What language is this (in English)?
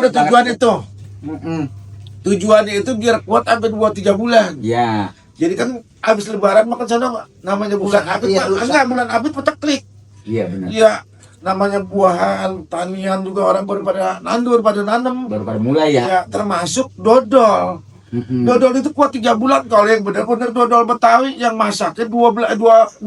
Betawi